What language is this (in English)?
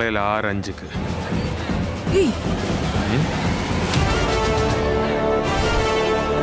Tamil